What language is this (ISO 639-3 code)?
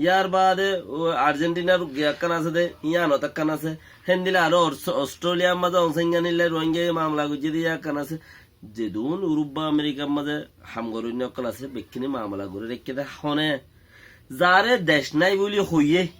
rhg